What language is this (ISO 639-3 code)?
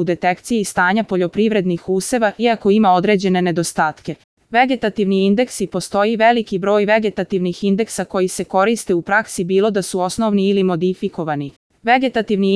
srp